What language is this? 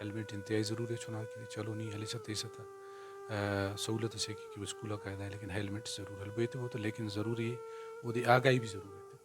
Brahui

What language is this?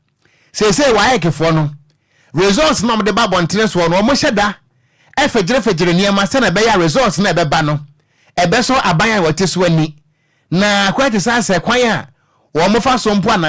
Akan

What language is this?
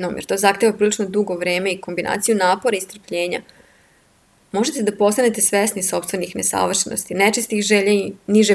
Serbian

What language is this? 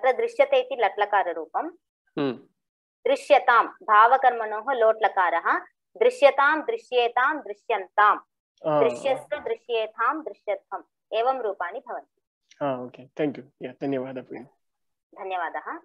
Sanskrit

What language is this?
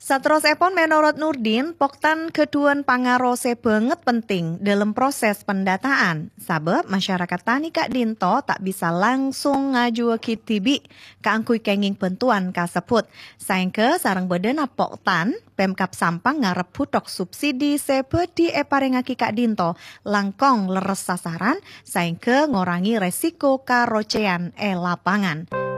Madurese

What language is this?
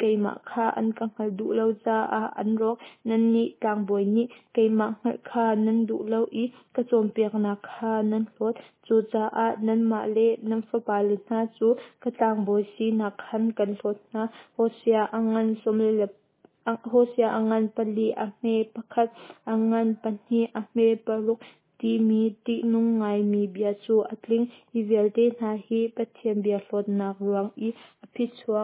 Hakha Chin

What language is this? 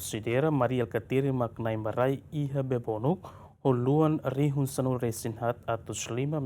Tetum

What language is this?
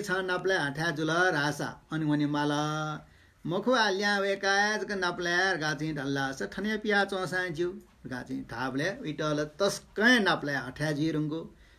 Newari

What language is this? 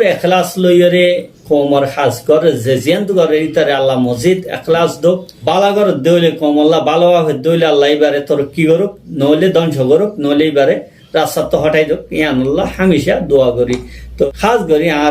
Rohingya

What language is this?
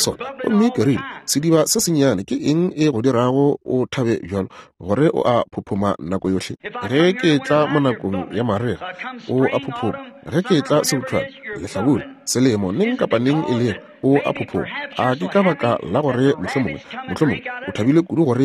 Northern Sotho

